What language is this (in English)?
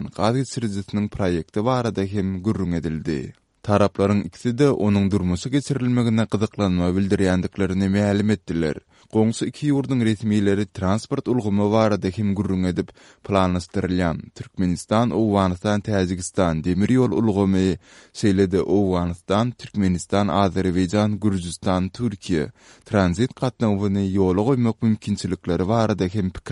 Turkmen